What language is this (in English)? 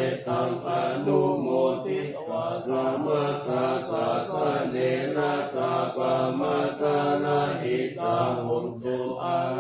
Pali